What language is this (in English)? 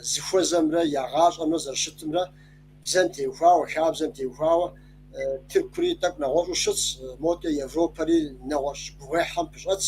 Kabardian